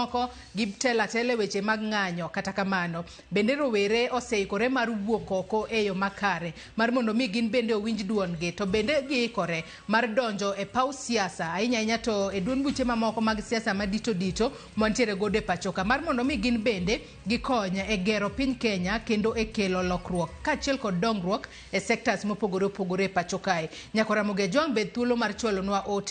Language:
Luo (Kenya and Tanzania)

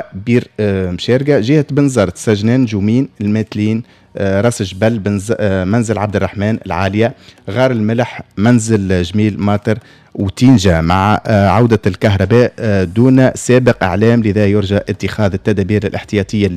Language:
Tunisian Arabic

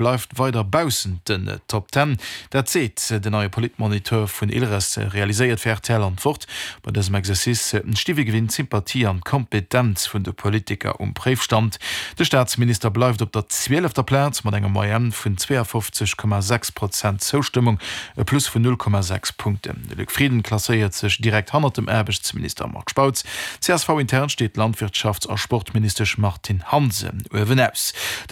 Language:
Luxembourgish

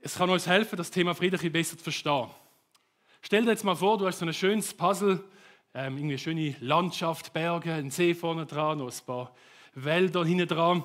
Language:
Swiss German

